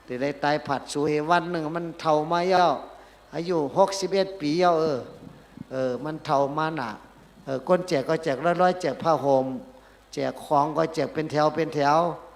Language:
Shan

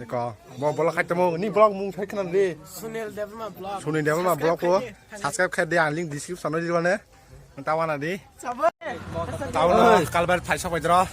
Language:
Kok Borok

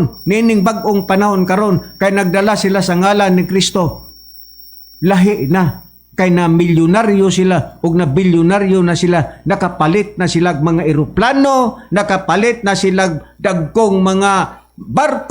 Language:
Cebuano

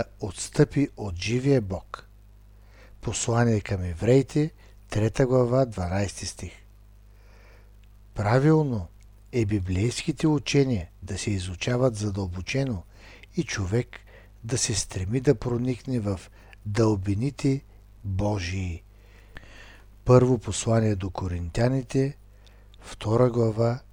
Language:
Bulgarian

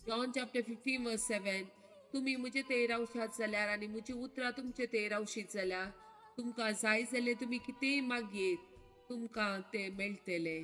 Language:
Konkani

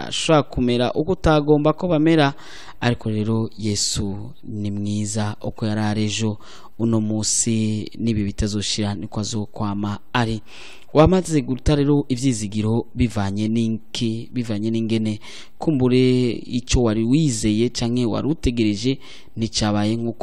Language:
Rundi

